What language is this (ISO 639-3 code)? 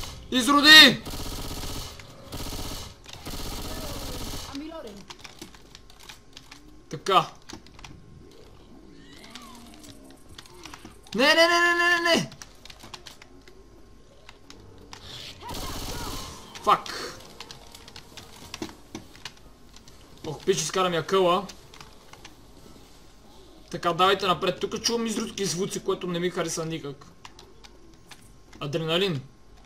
bul